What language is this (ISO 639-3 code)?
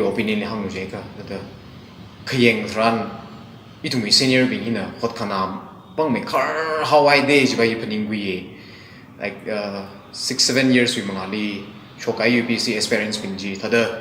nmf